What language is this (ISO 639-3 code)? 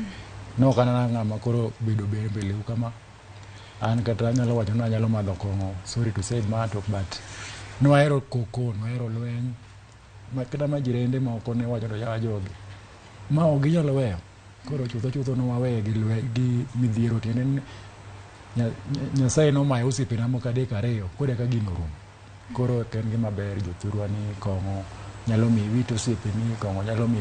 luo